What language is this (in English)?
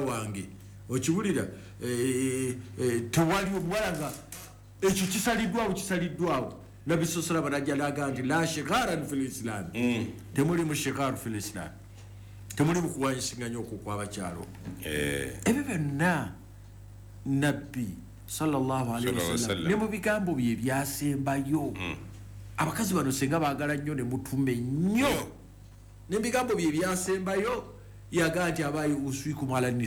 Ganda